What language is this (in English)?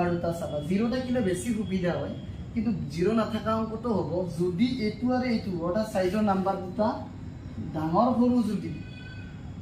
Assamese